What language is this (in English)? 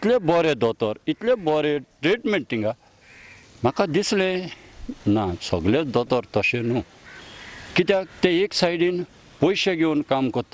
Konkani